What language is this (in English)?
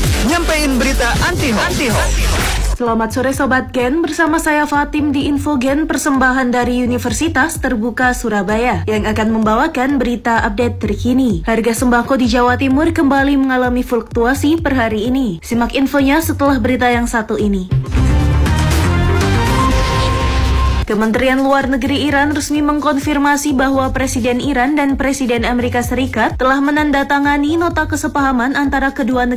Indonesian